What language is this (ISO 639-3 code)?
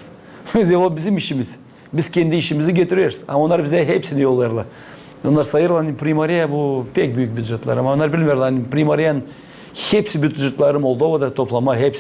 gag